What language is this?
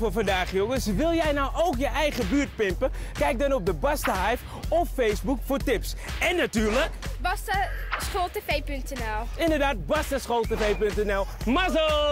Dutch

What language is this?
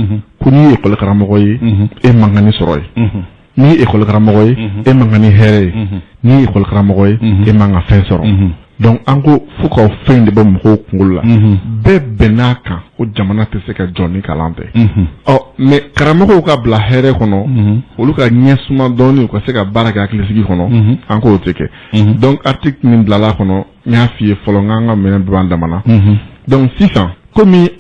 Bambara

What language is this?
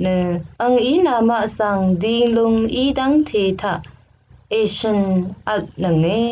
Rawang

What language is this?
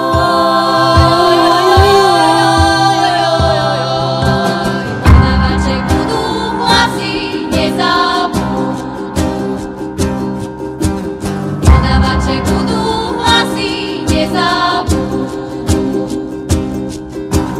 Slovak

